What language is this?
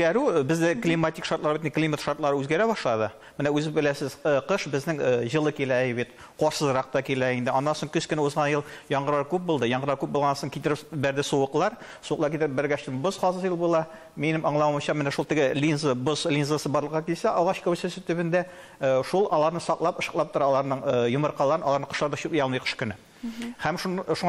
Tatar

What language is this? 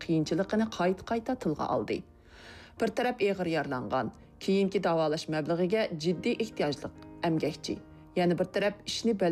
Uyghur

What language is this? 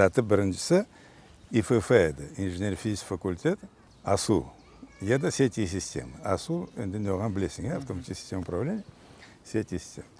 Crimean Tatar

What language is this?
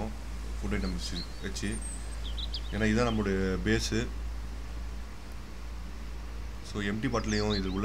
Tamil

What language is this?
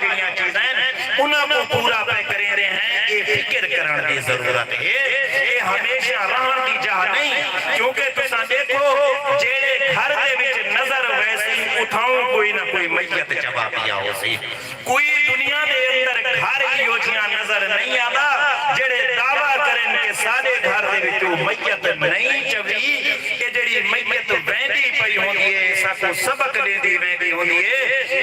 Saraiki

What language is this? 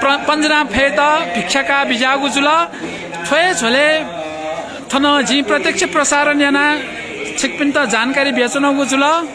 Newari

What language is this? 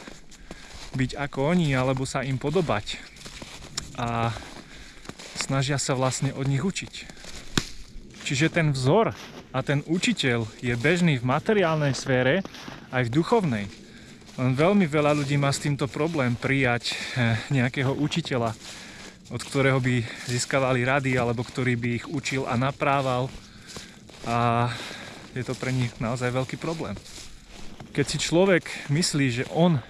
Slovak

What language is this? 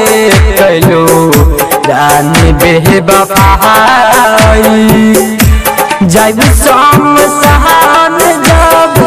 Bhojpuri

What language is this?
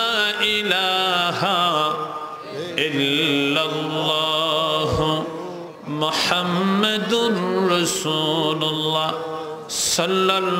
Bangla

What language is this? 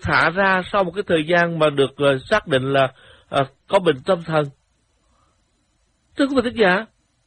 Vietnamese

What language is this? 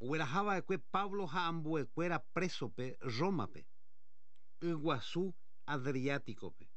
Guarani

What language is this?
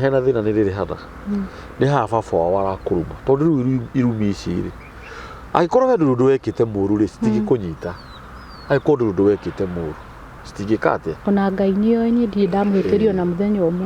Kikuyu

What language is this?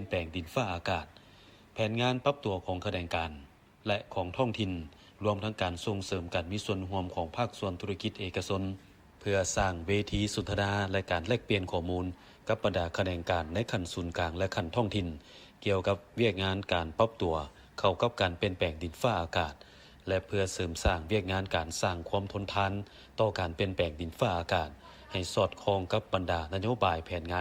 Lao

